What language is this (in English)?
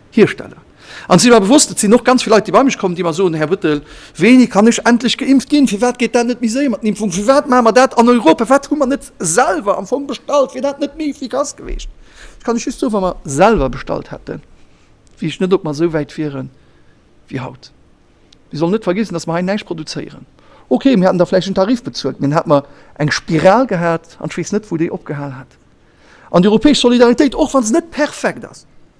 Luxembourgish